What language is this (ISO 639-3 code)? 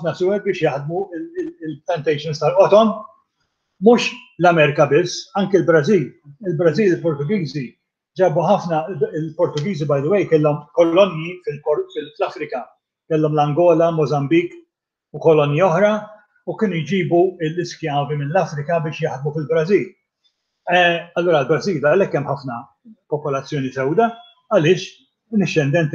mlt